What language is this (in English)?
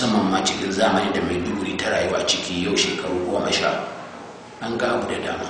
Hausa